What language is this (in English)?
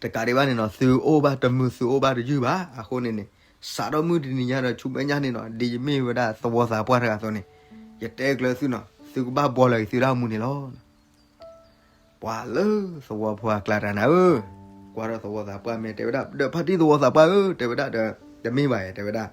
S'gaw Karen